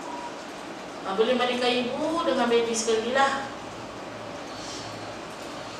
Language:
Malay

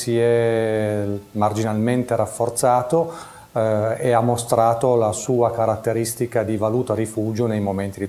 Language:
Italian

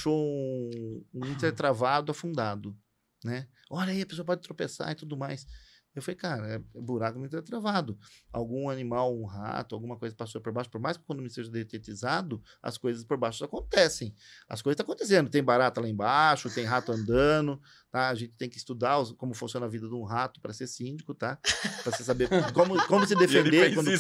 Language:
Portuguese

